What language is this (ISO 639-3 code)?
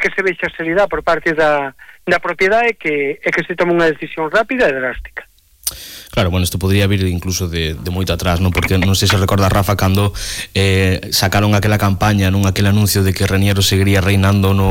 glg